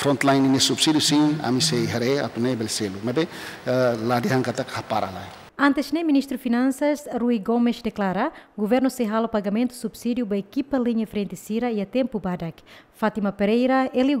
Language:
Tetum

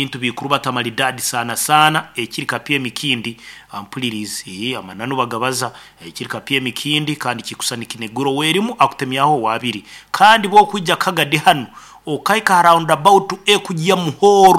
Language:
Nyankole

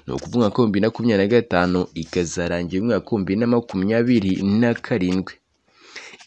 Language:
Kinyarwanda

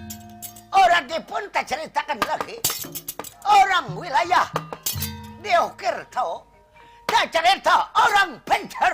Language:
Banjar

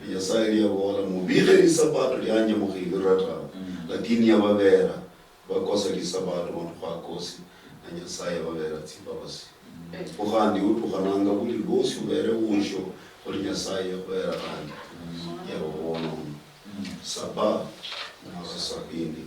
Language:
Luyia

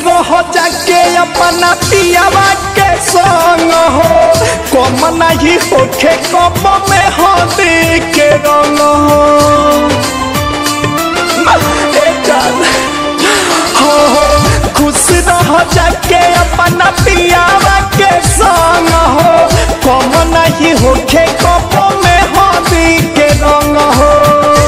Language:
Bhojpuri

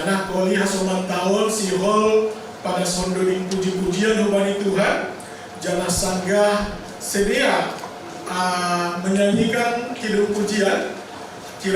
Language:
Batak Simalungun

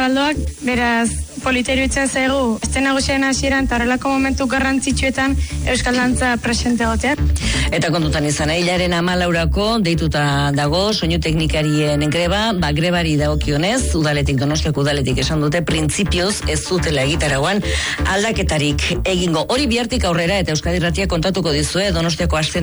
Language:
Basque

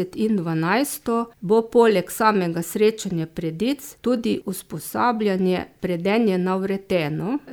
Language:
Slovenian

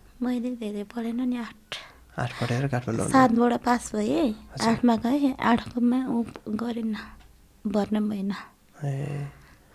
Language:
Nepali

